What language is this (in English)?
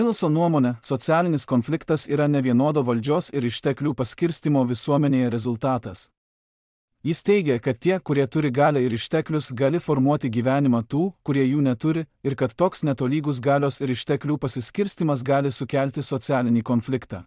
Lithuanian